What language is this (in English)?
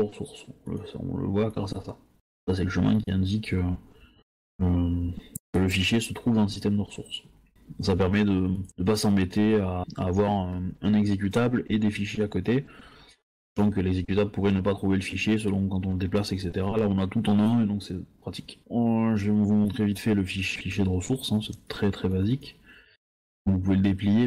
French